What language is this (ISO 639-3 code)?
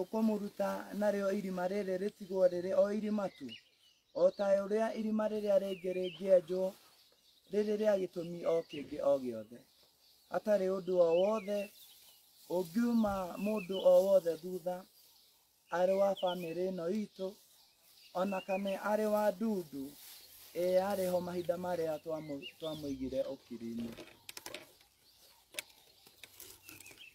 kik